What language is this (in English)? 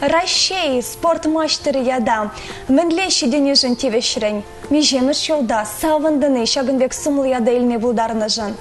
Chuvash